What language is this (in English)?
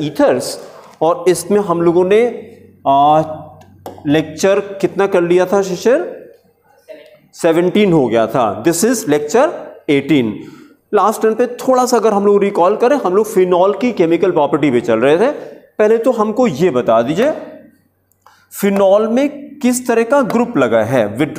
Hindi